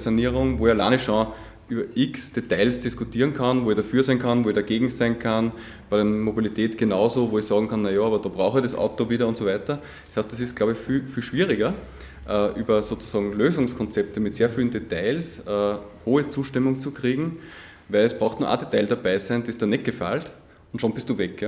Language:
German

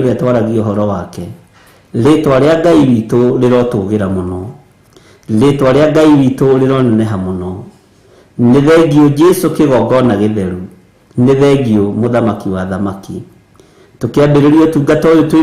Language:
Kikuyu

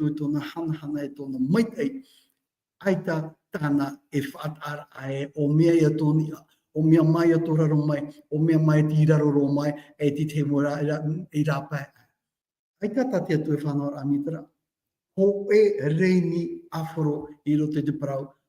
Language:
Tahitian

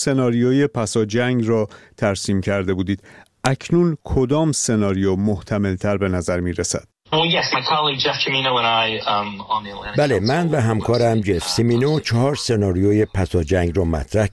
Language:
Persian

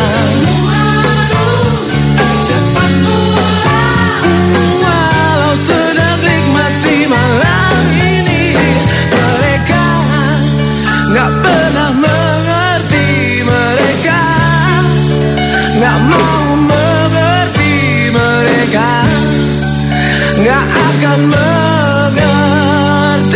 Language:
Indonesian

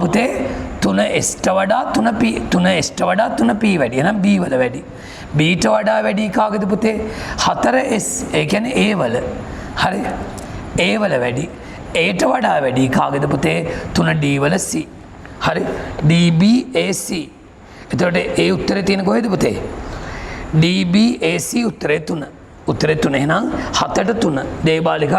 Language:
Sinhala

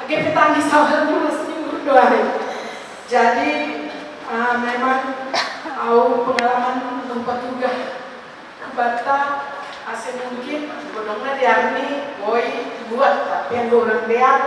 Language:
Batak Simalungun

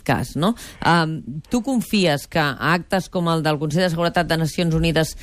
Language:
Catalan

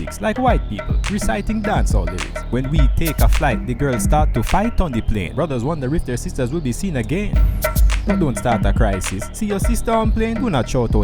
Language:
Jamaican Creole English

